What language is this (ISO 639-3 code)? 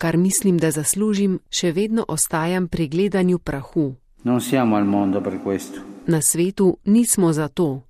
slv